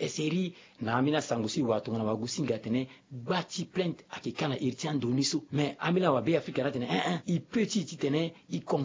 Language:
Sango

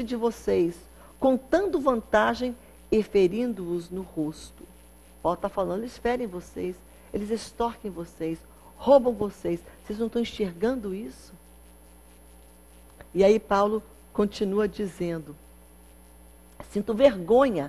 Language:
Portuguese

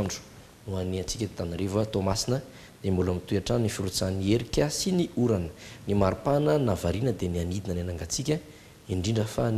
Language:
Malagasy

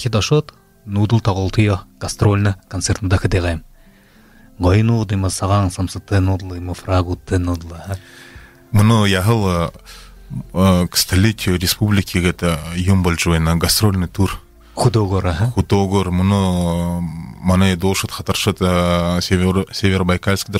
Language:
Buriat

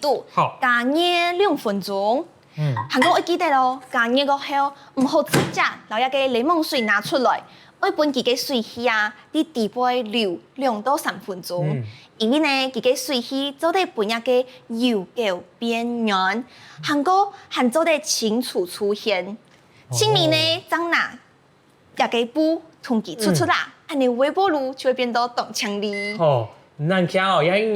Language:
Hakka Chinese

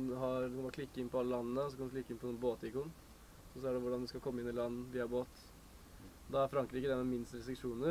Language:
Norwegian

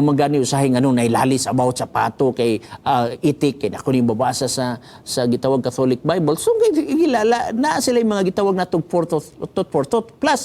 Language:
Cebuano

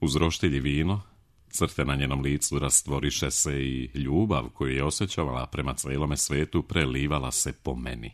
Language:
Serbian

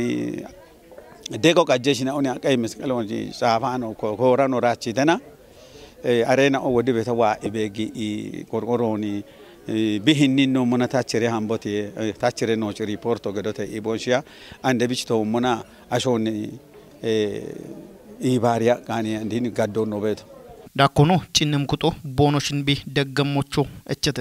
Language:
Kafa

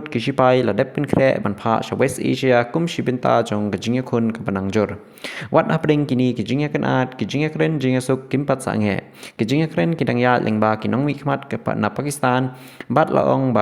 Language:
Khasi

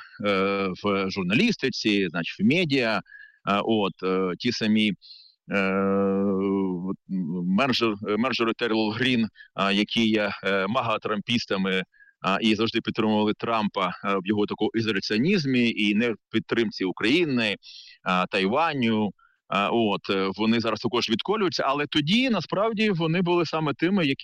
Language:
Ukrainian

